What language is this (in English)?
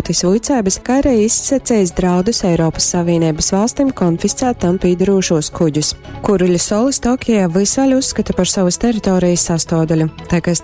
Latgalian